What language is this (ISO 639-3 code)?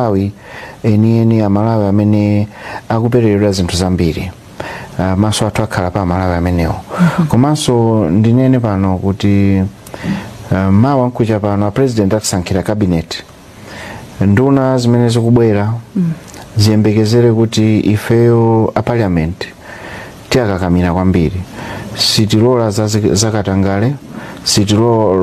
nya